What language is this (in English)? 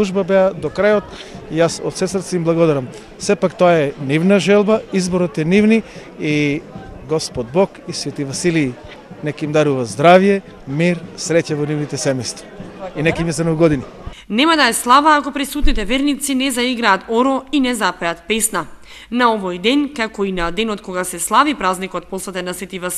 Macedonian